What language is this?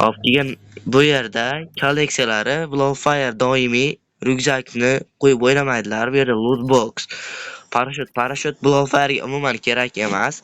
Uzbek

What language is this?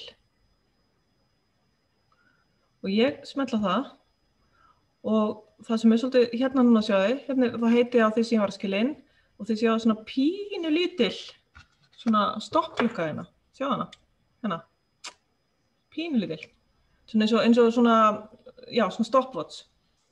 Icelandic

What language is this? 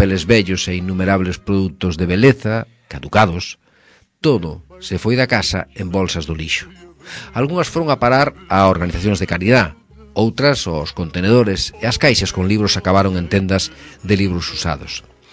Galician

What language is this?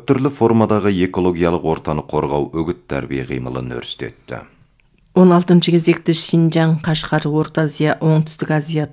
Kazakh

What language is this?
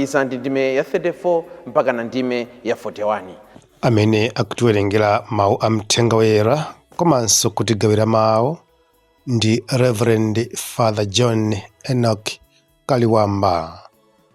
Nyanja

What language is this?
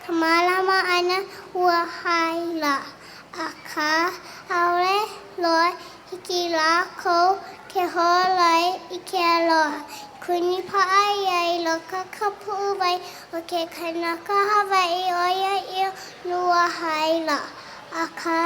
Hawaiian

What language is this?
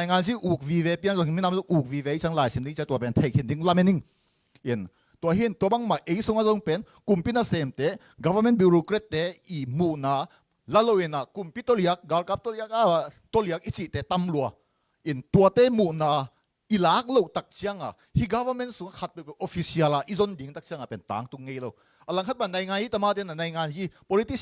Tedim Chin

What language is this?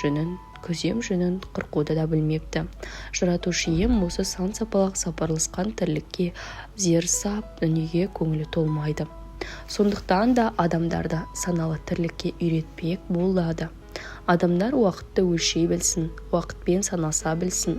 Kazakh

